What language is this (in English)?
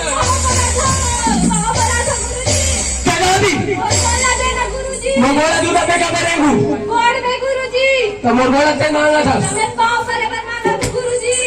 Chhattisgarhi